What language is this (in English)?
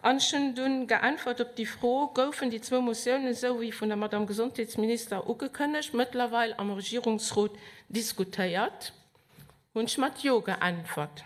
Luxembourgish